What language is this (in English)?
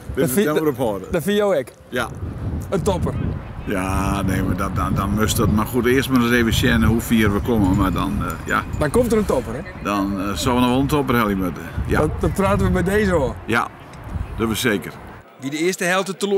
Western Frisian